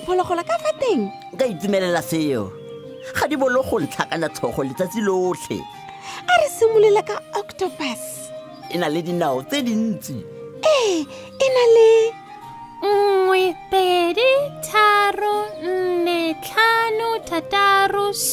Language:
Tswana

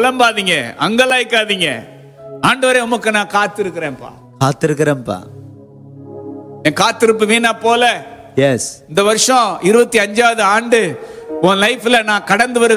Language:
Tamil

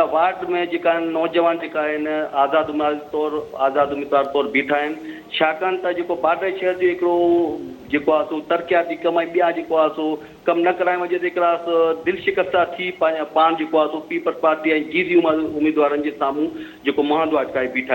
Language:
Sindhi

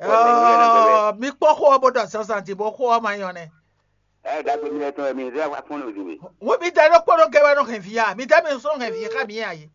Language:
Fon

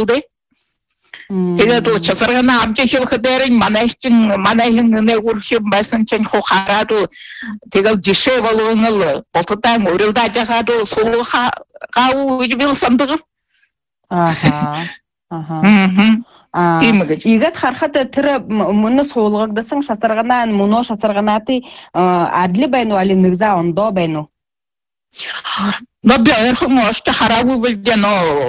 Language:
Buriat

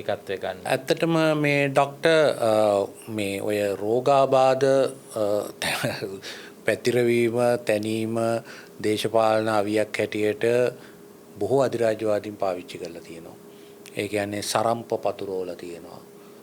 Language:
Sinhala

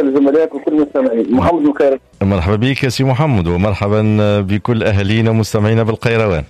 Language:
Tunisian Arabic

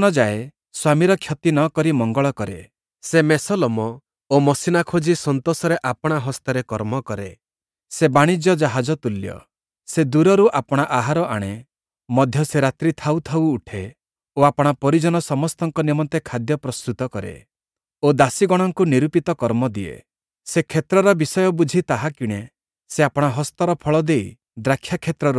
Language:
Odia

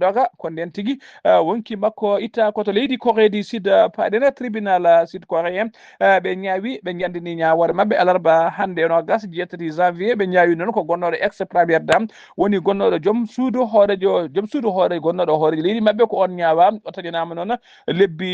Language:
Fula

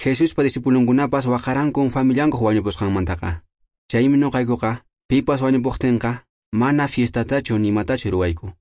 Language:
Quechua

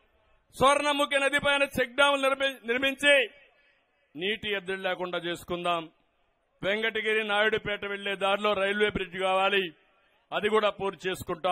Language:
Telugu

